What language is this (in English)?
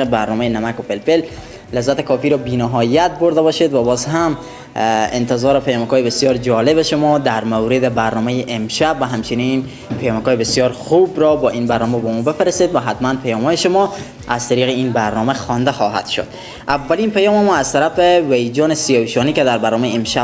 Persian